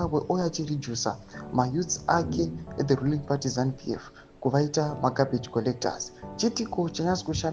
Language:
Shona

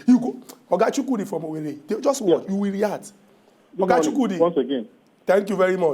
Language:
Nigerian Pidgin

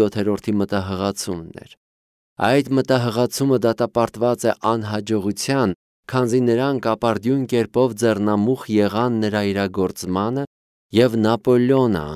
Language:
Armenian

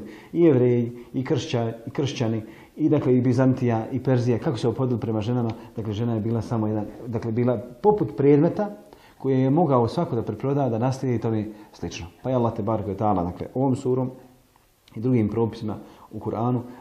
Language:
Bosnian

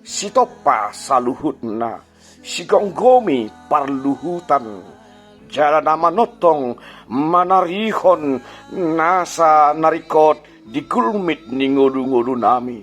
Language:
Batak Toba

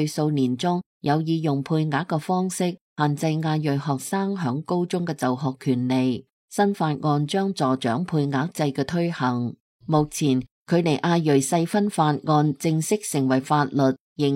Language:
Cantonese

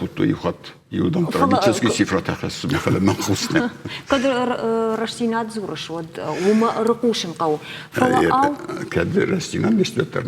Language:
Ossetic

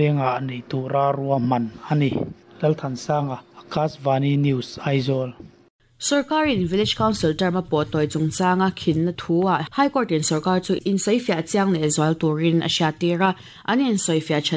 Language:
Mizo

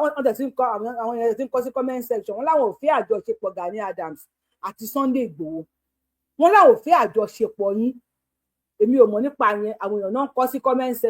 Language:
Yoruba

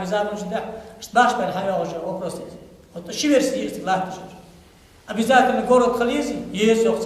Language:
Ingush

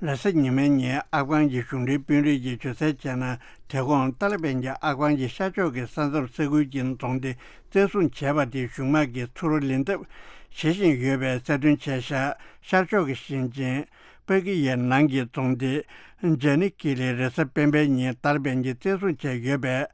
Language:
Tibetan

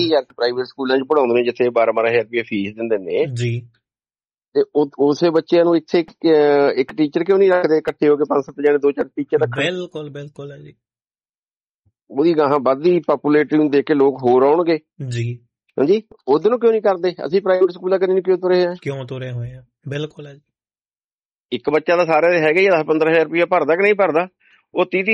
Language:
Punjabi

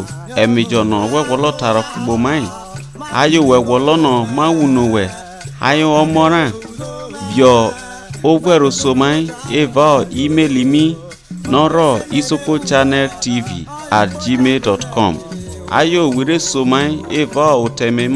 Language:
Isoko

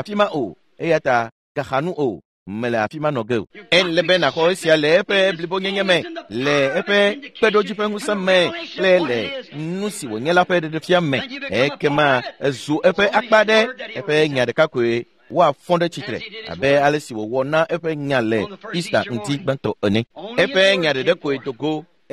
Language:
Ewe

